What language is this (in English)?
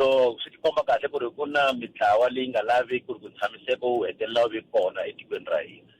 Tsonga